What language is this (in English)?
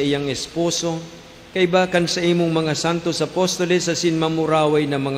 Bikol